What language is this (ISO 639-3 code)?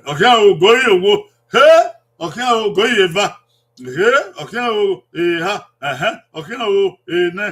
bin